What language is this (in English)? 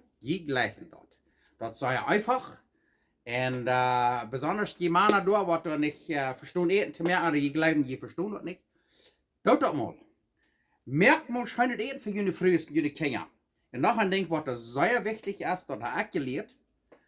Plautdietsch